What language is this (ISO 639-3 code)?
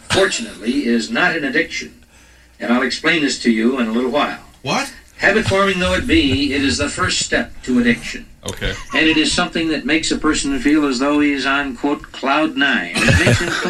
eng